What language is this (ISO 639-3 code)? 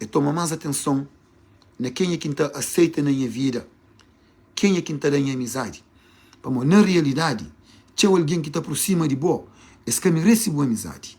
kea